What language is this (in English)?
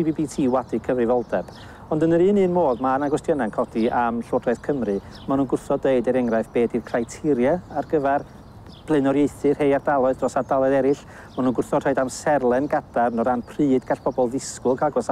Welsh